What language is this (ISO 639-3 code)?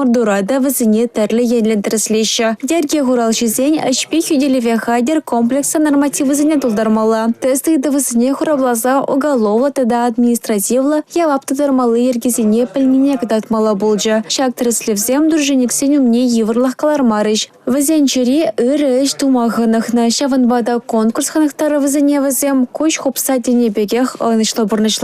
chv